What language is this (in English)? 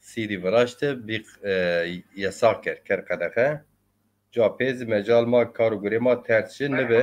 Zaza